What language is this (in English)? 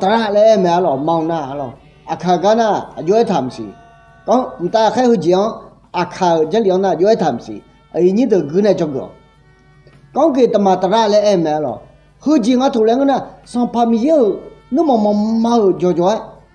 Akha